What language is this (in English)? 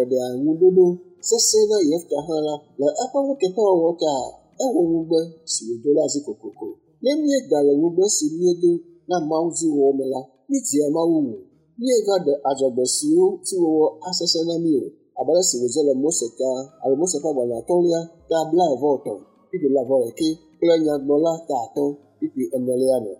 Ewe